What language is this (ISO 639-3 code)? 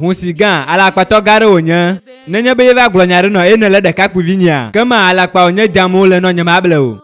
ewe